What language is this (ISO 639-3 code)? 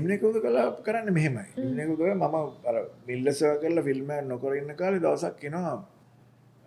sin